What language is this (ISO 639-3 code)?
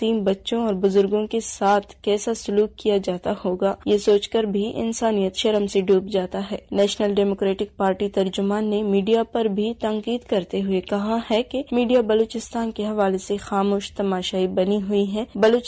urd